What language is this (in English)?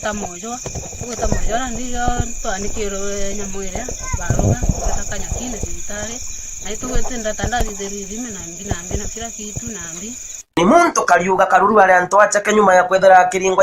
Meru